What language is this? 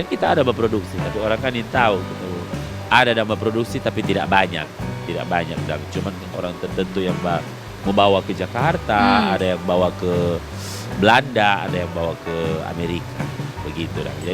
Manado Malay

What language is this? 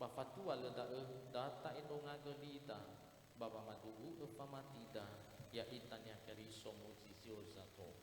Nias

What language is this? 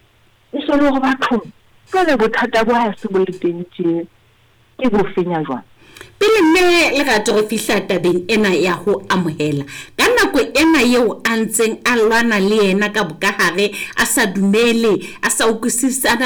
Southern Sotho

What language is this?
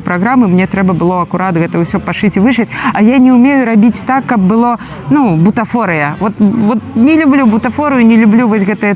Belarusian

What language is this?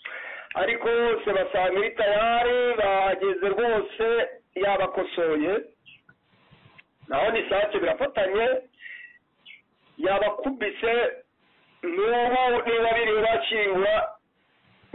Kinyarwanda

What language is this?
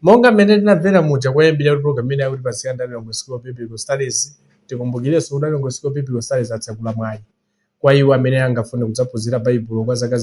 Nyanja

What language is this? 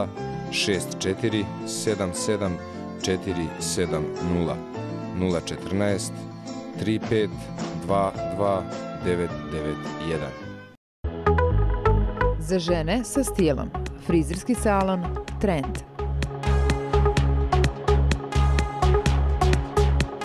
Serbian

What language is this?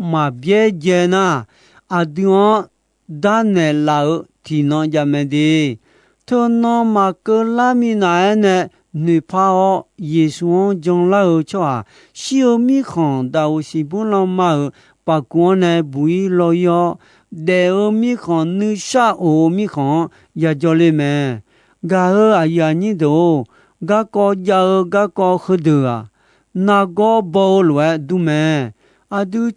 Akha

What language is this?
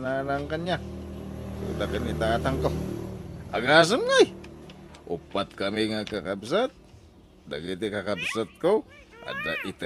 Iloko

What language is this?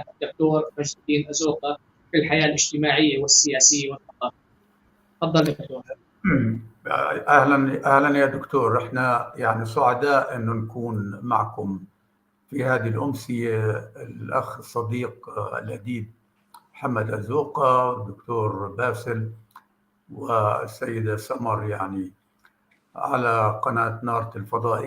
North Levantine Arabic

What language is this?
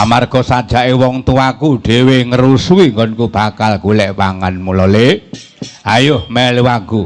Javanese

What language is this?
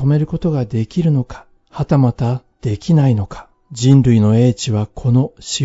Japanese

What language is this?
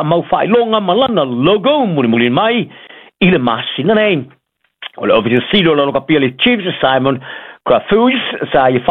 Samoan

